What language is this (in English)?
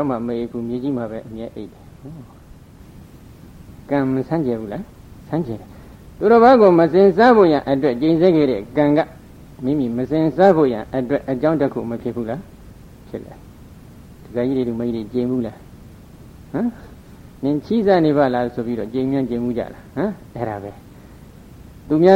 Burmese